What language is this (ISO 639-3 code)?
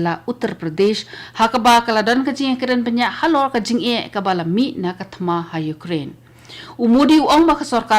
kha